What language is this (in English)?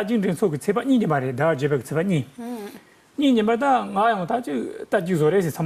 Tibetan